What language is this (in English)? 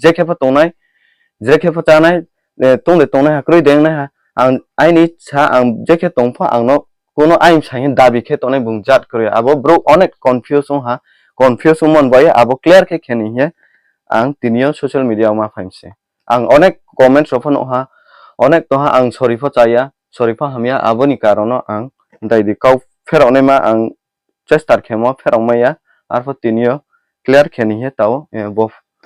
Riang (India)